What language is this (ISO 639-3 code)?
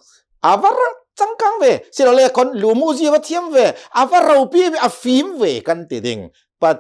cnh